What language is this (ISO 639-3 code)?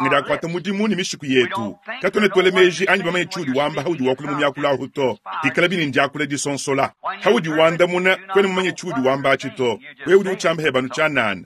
lua